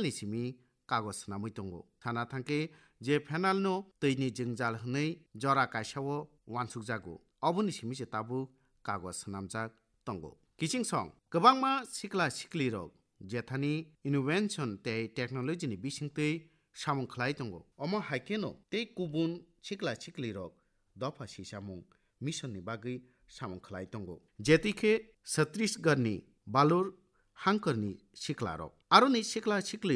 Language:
Kok Borok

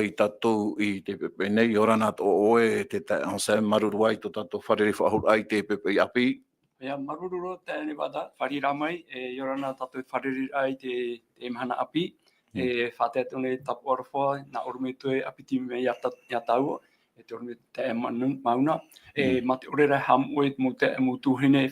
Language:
Tahitian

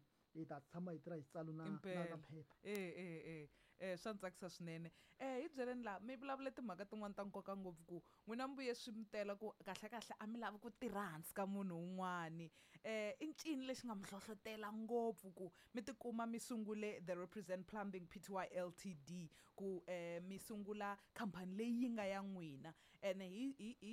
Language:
Tsonga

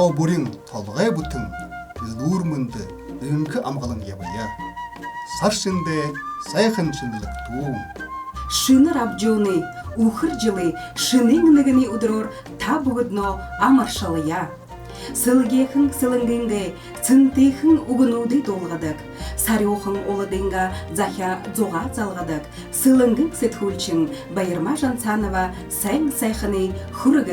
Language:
Buriat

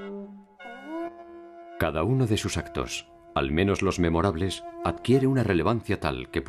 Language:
Spanish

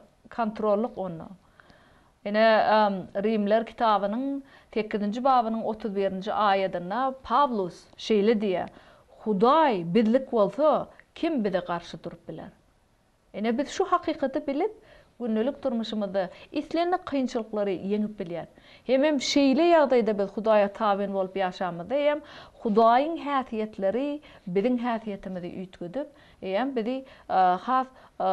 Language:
Turkmen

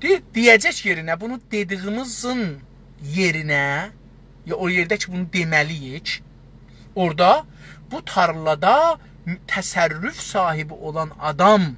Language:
South Azerbaijani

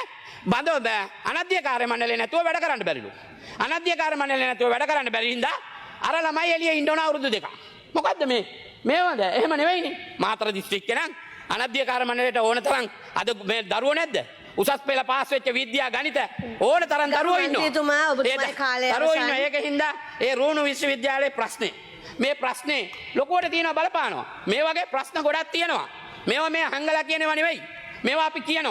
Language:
Sinhala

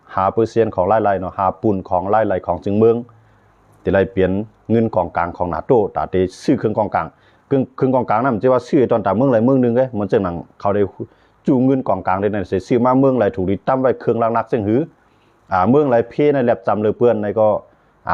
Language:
Shan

